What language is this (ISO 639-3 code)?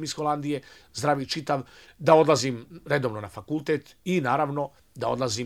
srp